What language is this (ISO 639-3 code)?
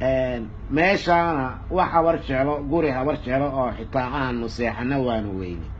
som